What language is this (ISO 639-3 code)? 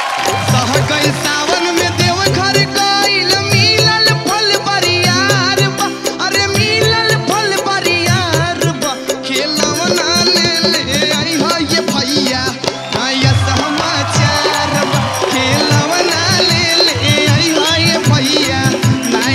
bho